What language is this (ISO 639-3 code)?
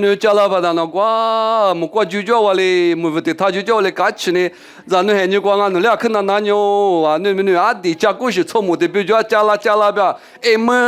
lis